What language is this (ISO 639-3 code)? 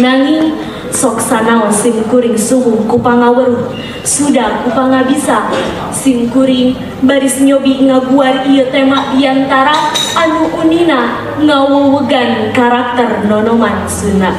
sun